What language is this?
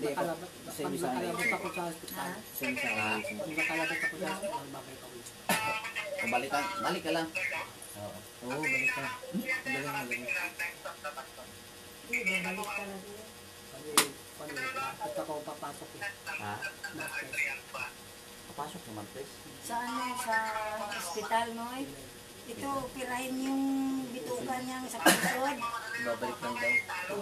Filipino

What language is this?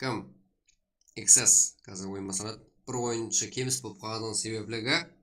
Kara-Kalpak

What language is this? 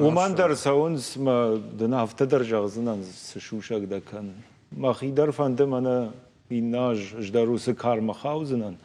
Ossetic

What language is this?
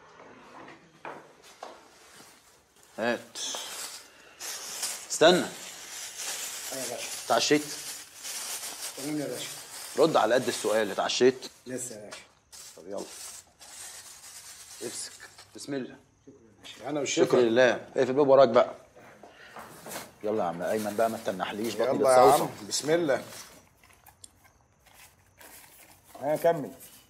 Egyptian Arabic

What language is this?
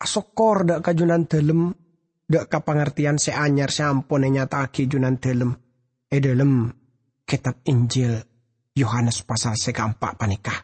Madurese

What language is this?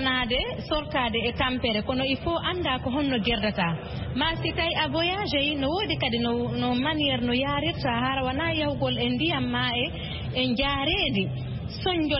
Fula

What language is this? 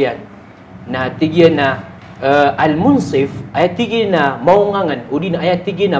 Maranao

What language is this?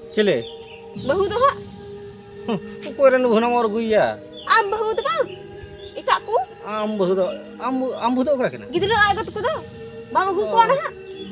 Santali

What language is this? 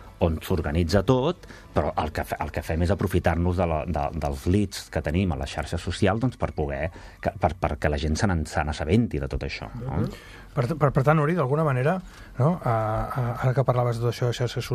Catalan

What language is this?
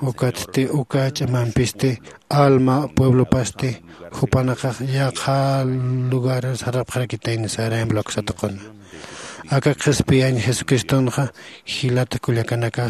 Aymara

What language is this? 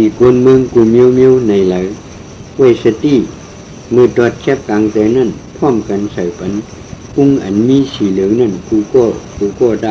Shan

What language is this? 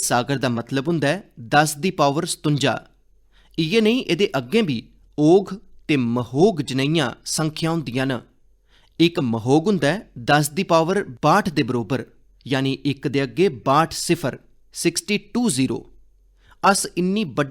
Dogri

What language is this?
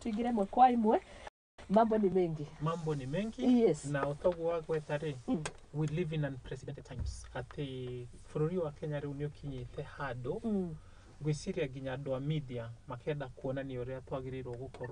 Kikuyu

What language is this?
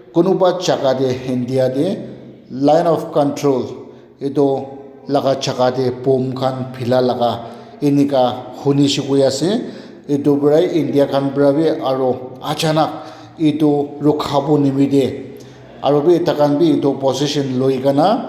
Naga Pidgin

